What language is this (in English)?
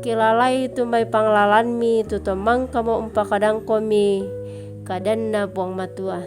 Toraja-Sa'dan